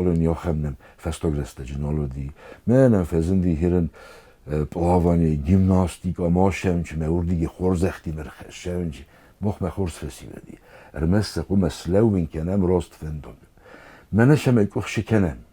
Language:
Ossetic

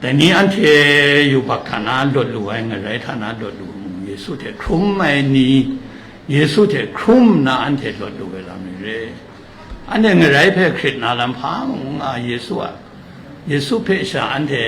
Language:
Kachin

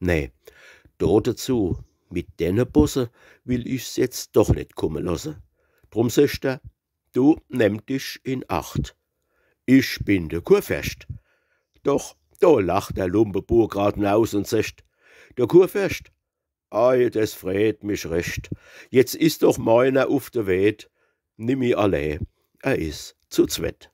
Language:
Palatine German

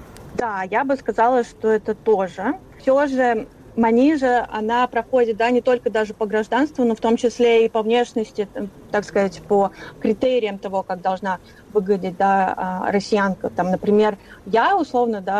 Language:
Russian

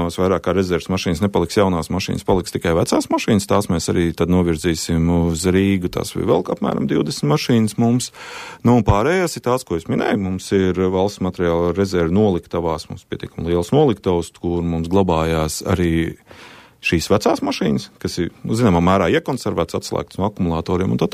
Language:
Latvian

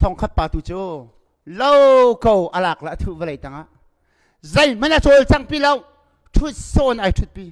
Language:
Hakha Chin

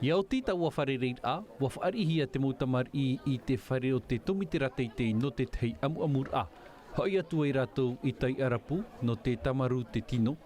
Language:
Tahitian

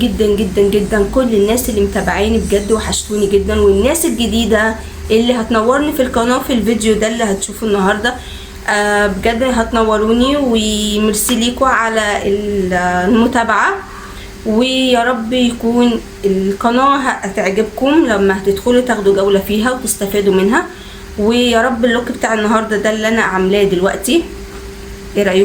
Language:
Egyptian Arabic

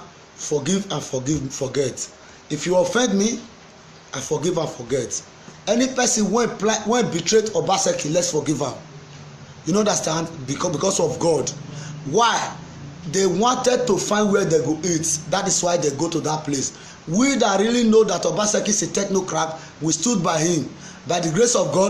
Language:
Nigerian Pidgin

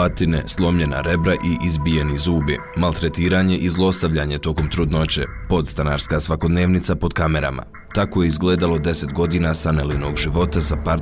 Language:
Bosnian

